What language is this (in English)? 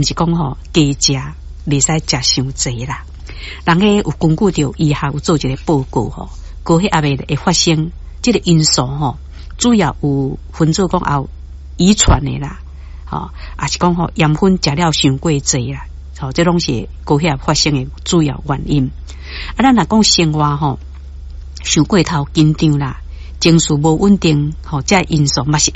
Min Nan Chinese